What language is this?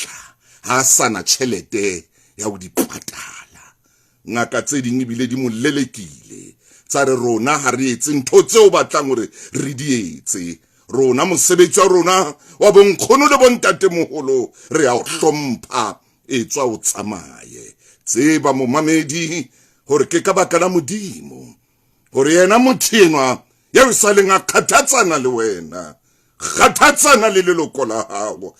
Southern Sotho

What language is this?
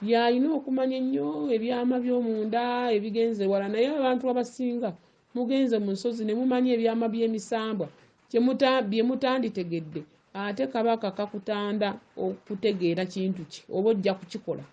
Ganda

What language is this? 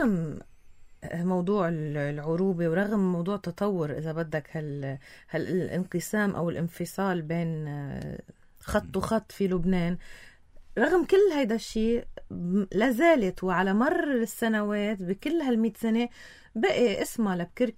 North Levantine Arabic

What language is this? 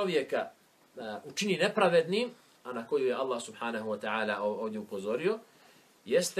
Bosnian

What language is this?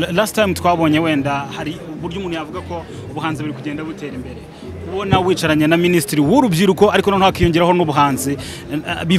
Kinyarwanda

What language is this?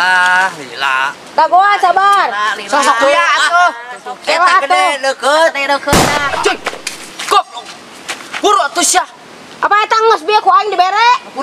Sundanese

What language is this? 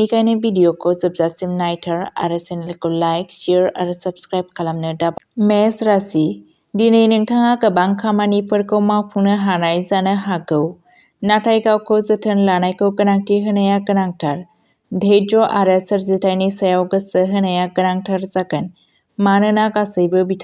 Bodo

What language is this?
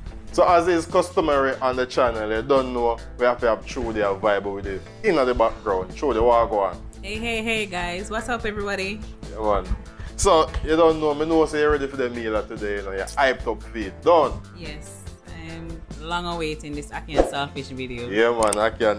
Jamaican Creole English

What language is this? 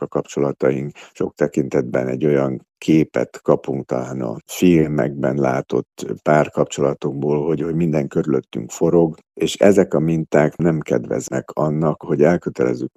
Hungarian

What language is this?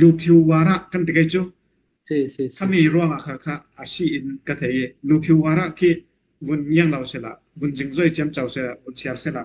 Falam Chin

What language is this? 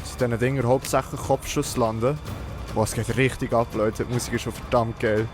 Swiss German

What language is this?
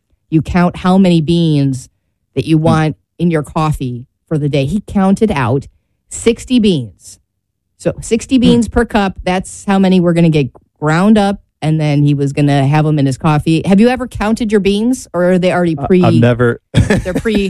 English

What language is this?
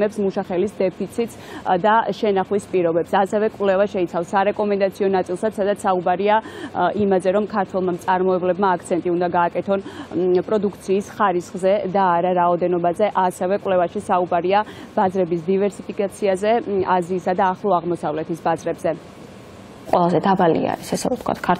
Georgian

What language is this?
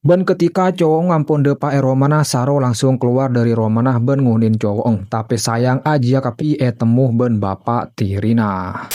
Madurese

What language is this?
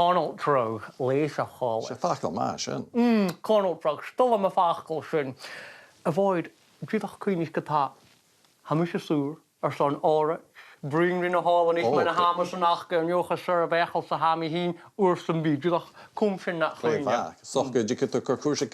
Scottish Gaelic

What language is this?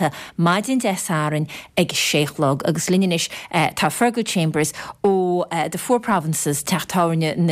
Irish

